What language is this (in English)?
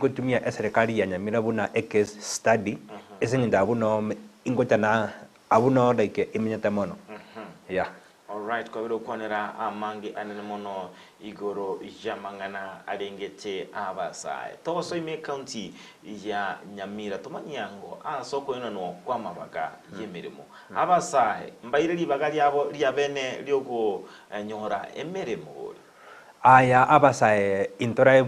Gusii